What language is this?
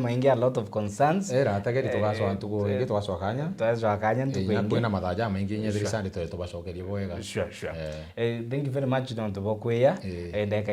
Meru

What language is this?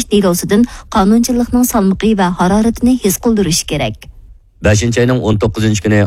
Uyghur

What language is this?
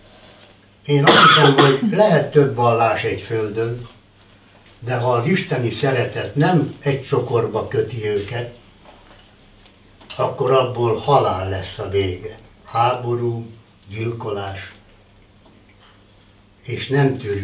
Hungarian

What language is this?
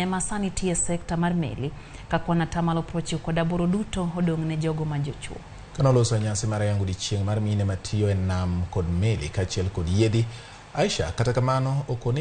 Luo (Kenya and Tanzania)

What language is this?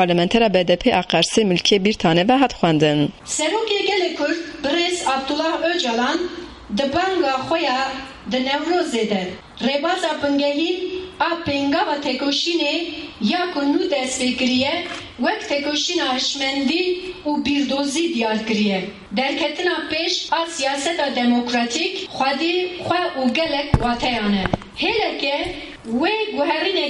Kurdish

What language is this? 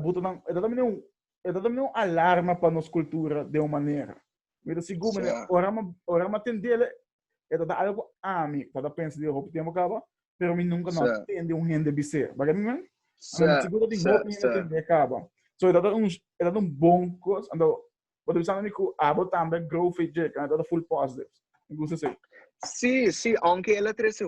Papiamento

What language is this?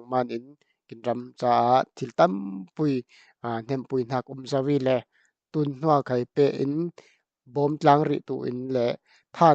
Falam Chin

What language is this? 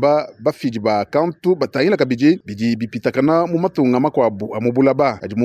Luba-Lulua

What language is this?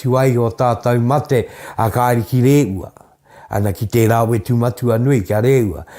Māori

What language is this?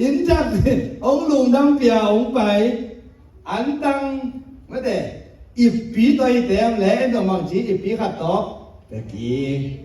Tedim Chin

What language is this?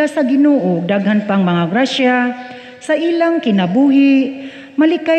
Cebuano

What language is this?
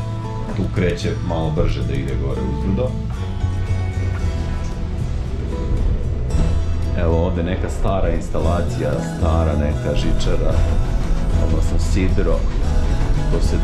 Croatian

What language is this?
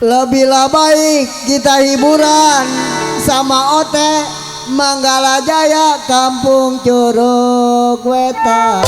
Betawi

